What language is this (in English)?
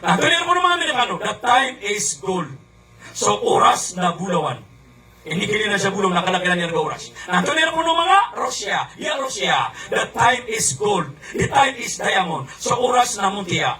Maranao